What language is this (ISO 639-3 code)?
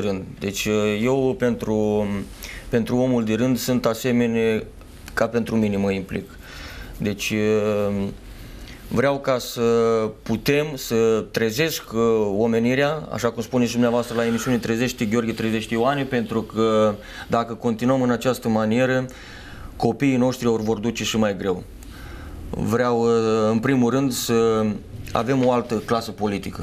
ron